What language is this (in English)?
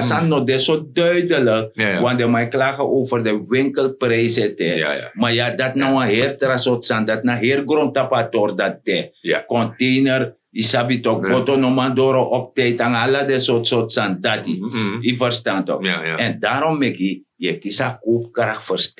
Sranan Tongo